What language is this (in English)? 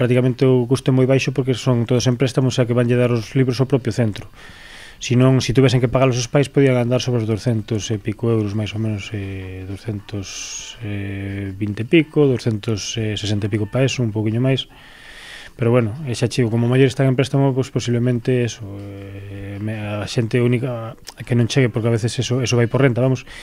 Galician